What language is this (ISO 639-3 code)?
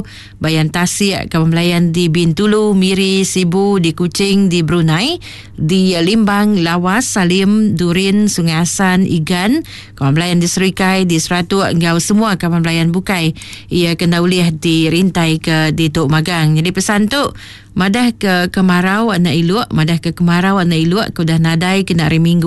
iba